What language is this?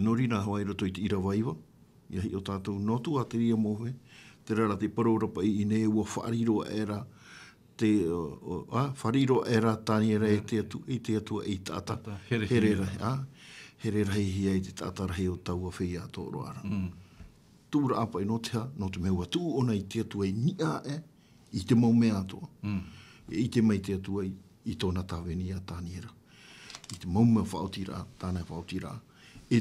Tahitian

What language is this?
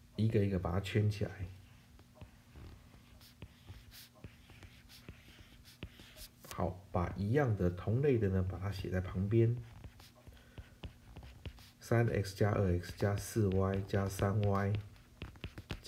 Chinese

